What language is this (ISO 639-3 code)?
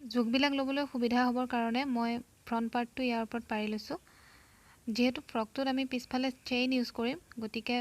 asm